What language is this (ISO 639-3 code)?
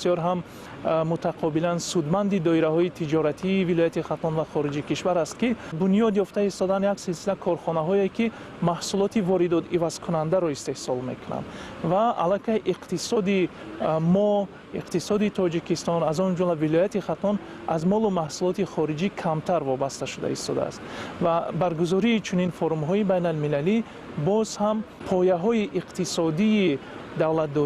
tgk